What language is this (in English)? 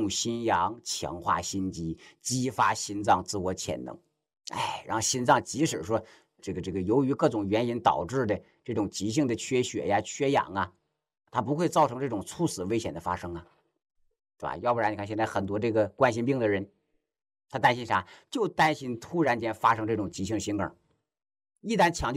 Chinese